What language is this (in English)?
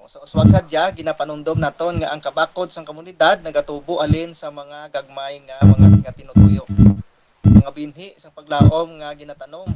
Hiligaynon